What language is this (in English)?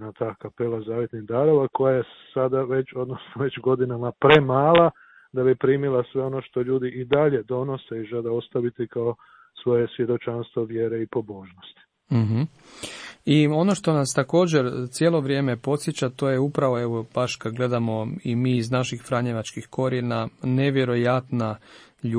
Croatian